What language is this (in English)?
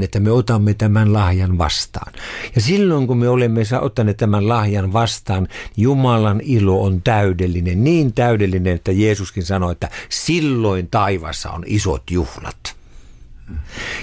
Finnish